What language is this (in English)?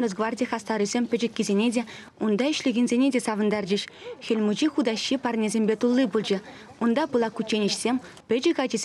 Chuvash